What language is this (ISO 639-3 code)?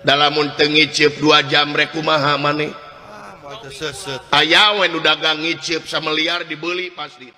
sun